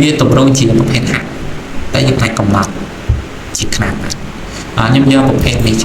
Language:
Khmer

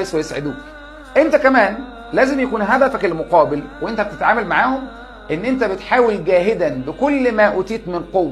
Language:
Egyptian Arabic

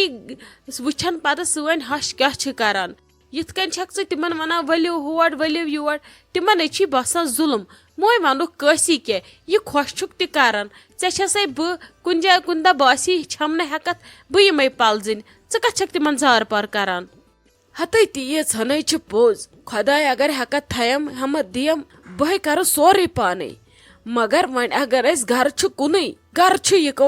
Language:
Kashmiri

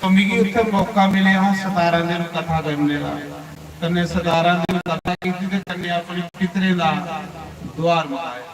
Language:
Dogri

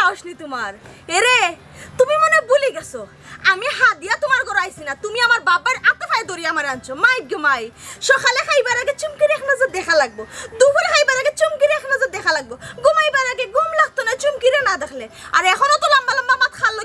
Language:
Sylheti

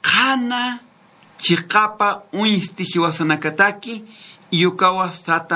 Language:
Aymara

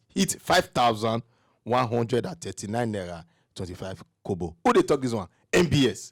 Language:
Nigerian Pidgin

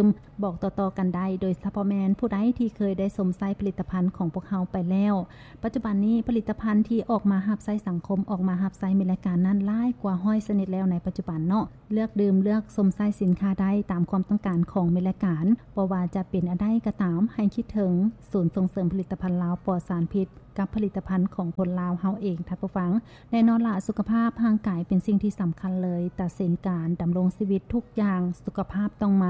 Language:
Lao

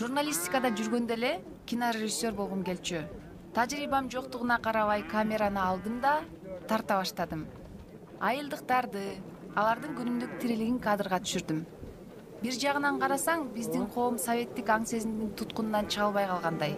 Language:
Kyrgyz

